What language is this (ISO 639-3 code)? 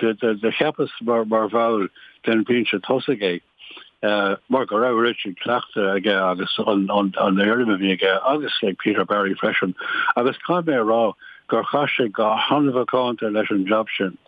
gle